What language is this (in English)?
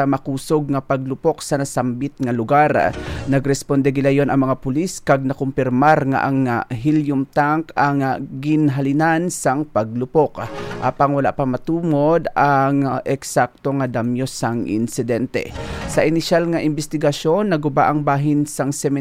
Hiligaynon